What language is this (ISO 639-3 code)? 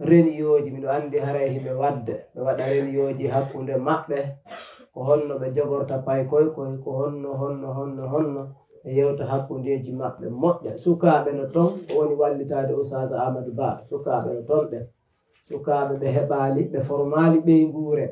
fuf